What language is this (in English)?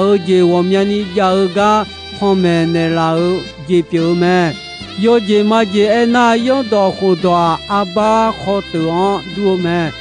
Akha